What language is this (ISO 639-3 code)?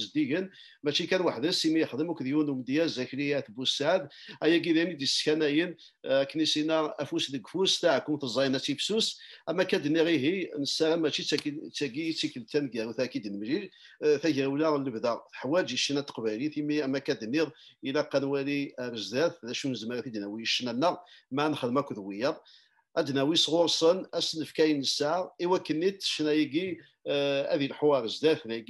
kab